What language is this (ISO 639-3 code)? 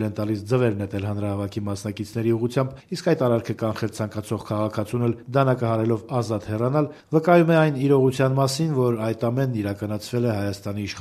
hye